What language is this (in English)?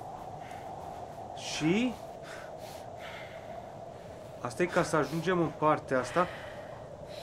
Romanian